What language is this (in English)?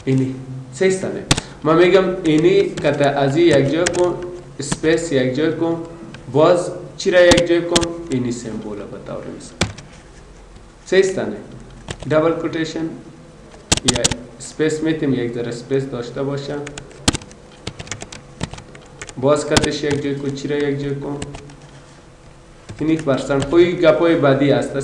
Persian